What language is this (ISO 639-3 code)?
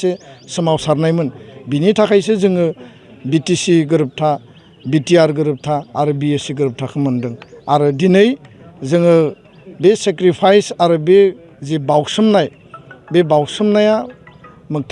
brx